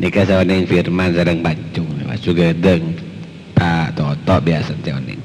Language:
Madurese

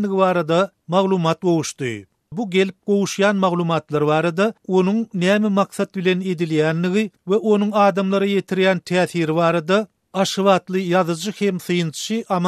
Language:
Turkmen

